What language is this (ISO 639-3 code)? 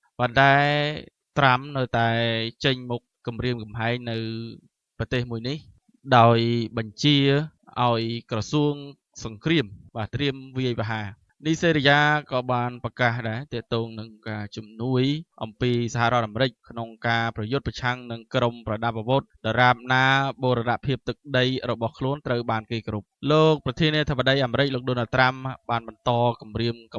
khm